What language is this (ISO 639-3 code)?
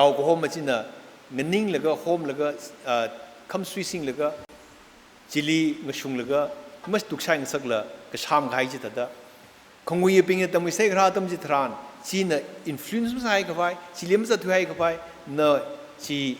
nmf